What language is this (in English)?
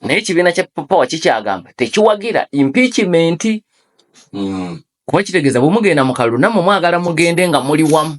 Ganda